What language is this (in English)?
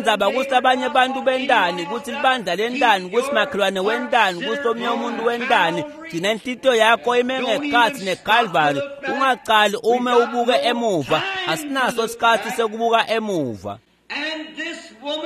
Swati